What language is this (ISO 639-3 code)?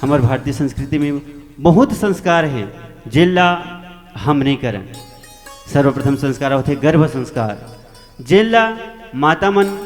hne